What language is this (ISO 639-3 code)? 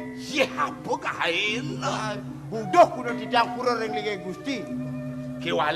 ban